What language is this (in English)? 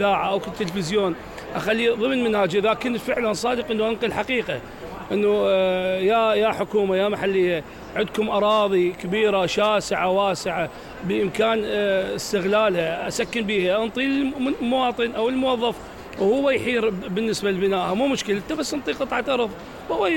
Mesopotamian Arabic